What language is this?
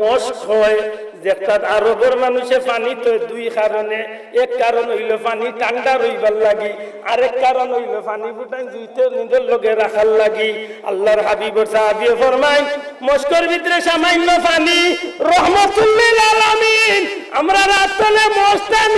Sylheti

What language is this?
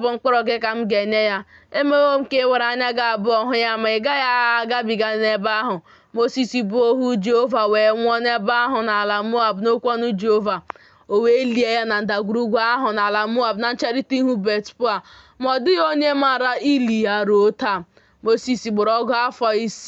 Igbo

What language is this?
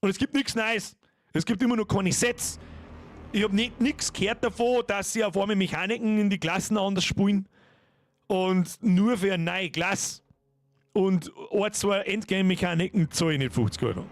Bavarian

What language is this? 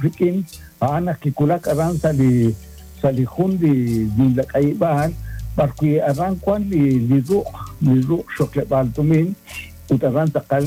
Kekchí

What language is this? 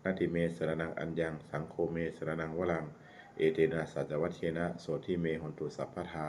Pali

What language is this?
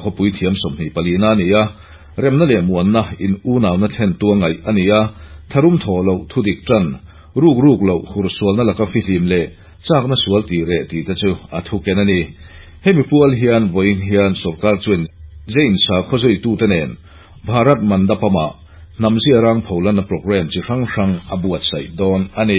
Mizo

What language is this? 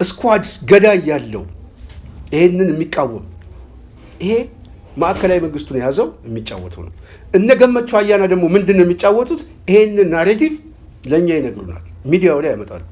Amharic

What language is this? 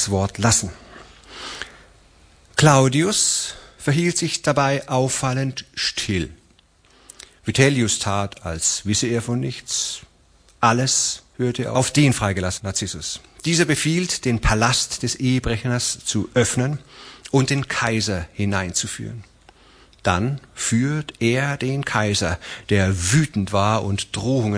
German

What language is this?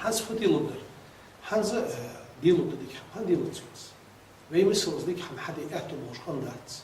Ingush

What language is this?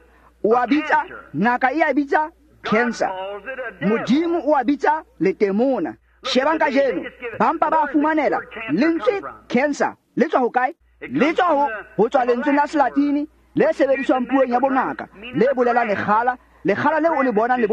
Tswana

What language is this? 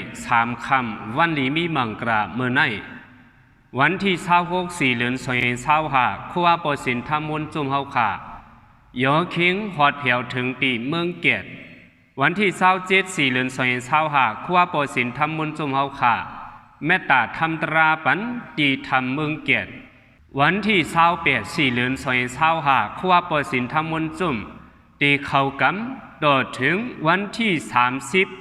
Shan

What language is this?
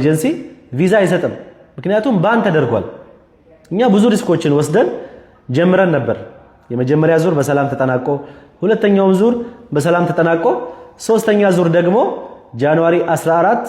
Amharic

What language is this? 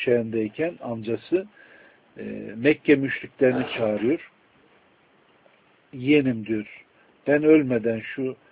Turkish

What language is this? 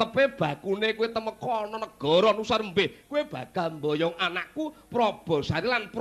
Javanese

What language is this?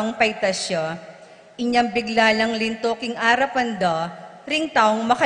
Pampanga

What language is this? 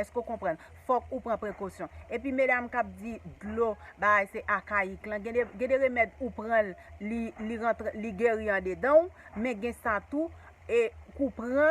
Haitian Creole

